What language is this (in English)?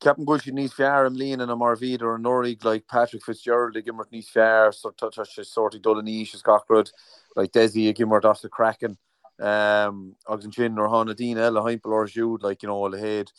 Irish